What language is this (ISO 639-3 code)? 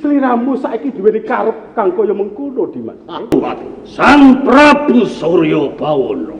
jav